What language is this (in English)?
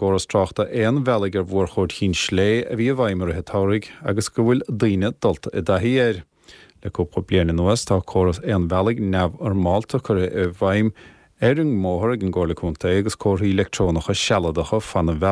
Irish